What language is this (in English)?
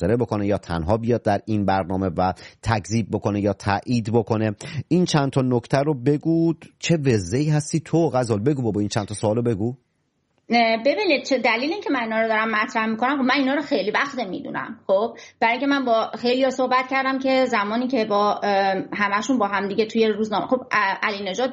Persian